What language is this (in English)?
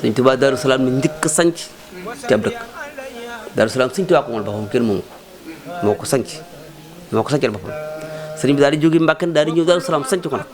Wolof